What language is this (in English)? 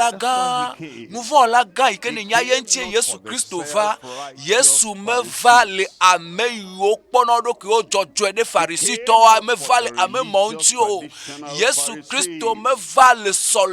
Ewe